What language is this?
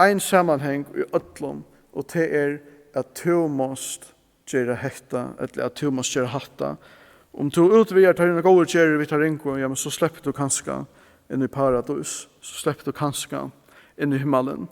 Faroese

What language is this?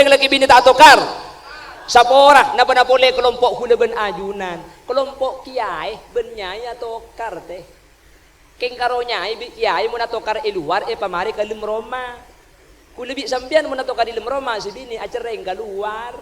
Madurese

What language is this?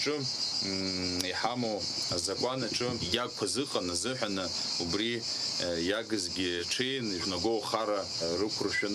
Abkhazian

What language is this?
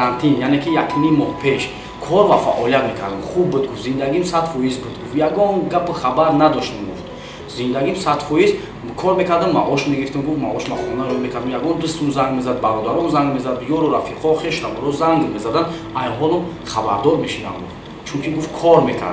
Tajik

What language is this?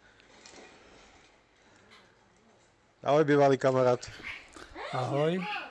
Slovak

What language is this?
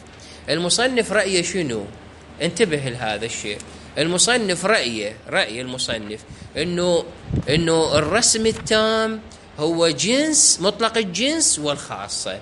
Mesopotamian Arabic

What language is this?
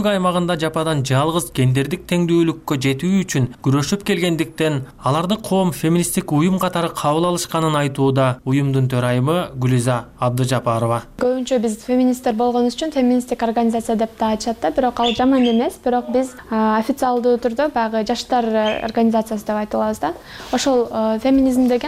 Kyrgyz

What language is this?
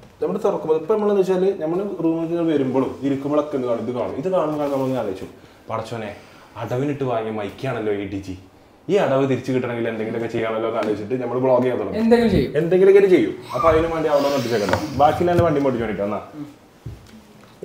Malayalam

